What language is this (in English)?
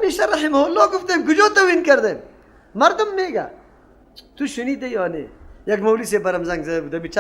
Persian